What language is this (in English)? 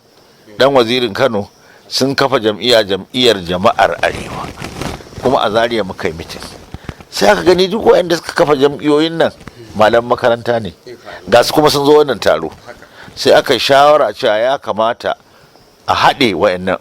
Hausa